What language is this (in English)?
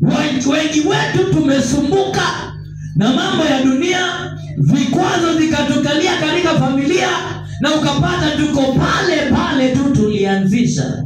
Swahili